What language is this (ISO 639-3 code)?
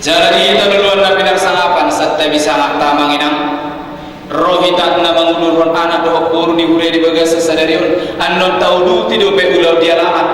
bbc